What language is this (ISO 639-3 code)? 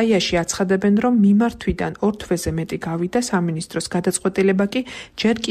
kat